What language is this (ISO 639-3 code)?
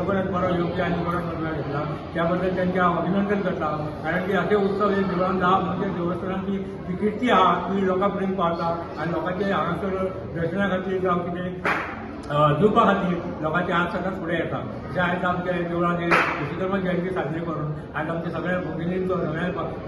kok